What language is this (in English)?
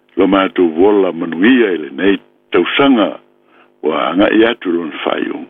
Samoan